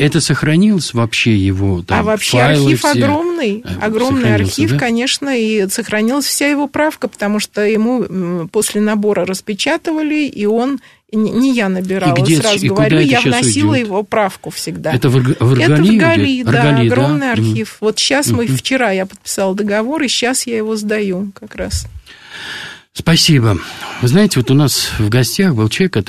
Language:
Russian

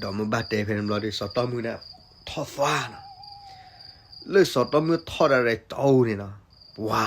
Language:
S'gaw Karen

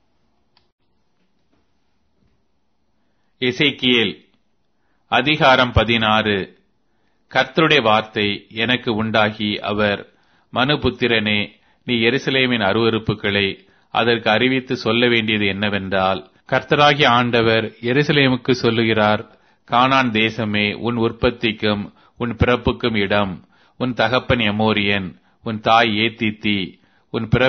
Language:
Tamil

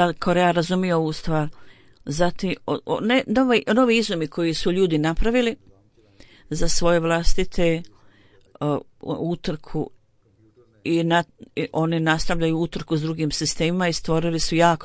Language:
Bosnian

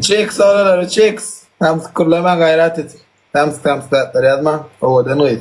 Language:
Turkmen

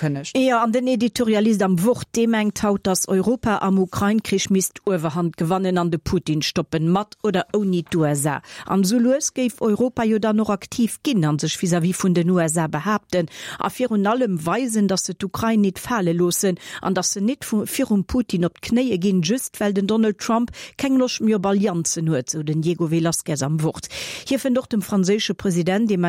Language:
Luxembourgish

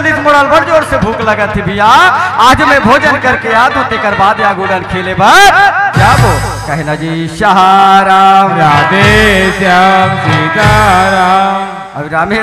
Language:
Chhattisgarhi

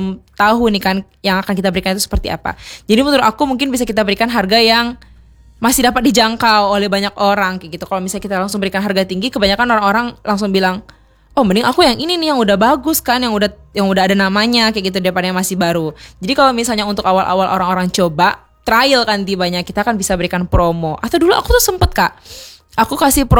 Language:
Indonesian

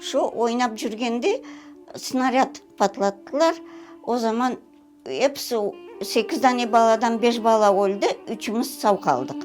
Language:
Crimean Tatar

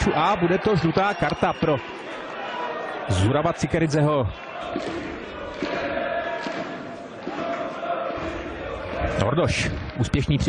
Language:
Czech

